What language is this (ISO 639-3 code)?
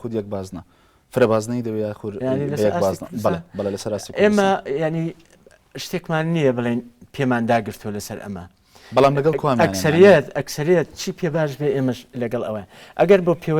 ckb